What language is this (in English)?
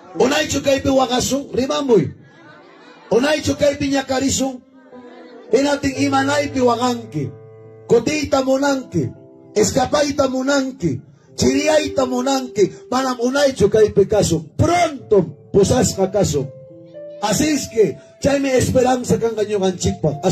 Ayacucho Quechua